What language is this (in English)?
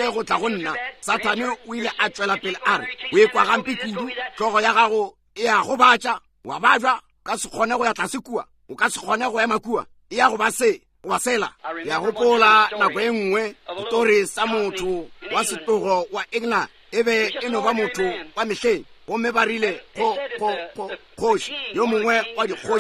Northern Sotho